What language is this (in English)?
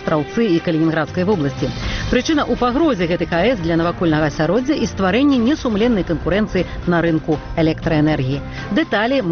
Belarusian